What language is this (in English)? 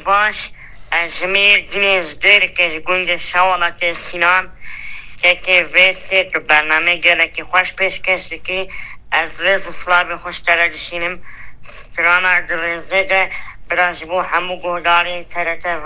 Kurdish